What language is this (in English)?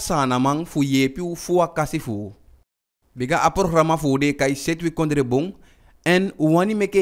Eastern Maroon Creole